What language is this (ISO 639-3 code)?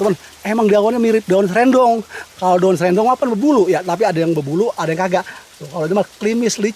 bew